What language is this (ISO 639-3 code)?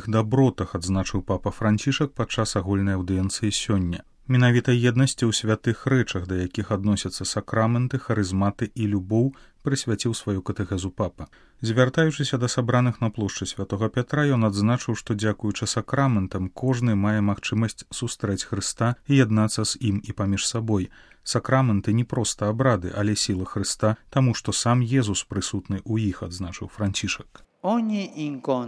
bel